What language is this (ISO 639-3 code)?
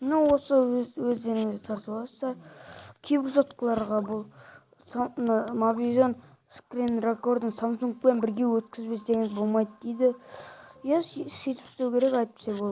kaz